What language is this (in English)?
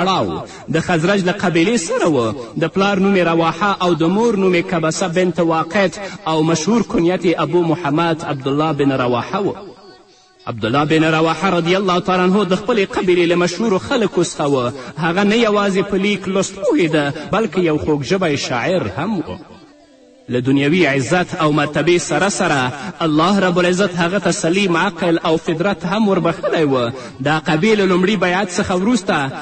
Pashto